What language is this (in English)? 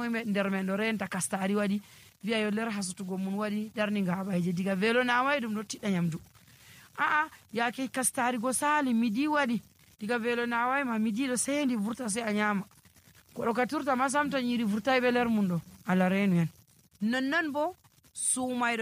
Nigerian Fulfulde